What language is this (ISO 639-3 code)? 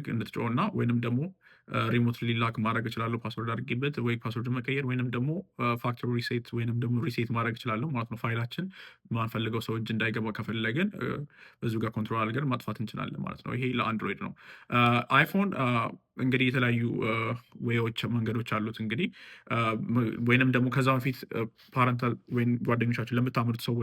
amh